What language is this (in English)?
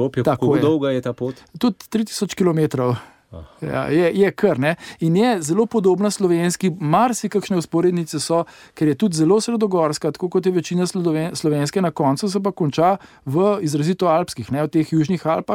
Slovenian